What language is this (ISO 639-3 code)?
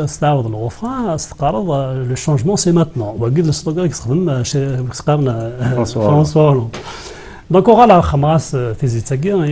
kab